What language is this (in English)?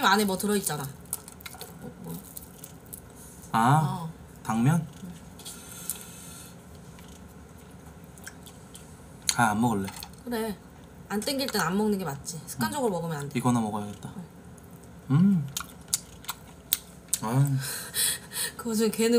Korean